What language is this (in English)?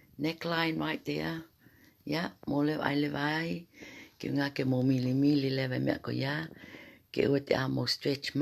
Tongan